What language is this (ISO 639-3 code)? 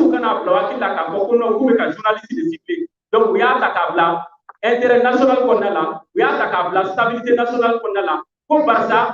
bam